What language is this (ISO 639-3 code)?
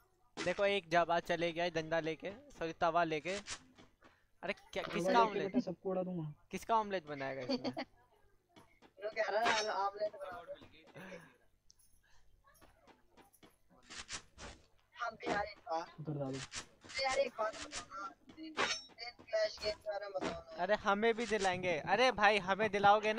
hin